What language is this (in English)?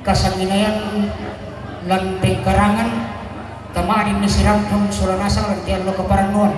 Toraja-Sa'dan